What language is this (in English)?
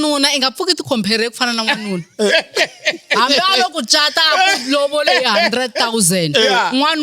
Tsonga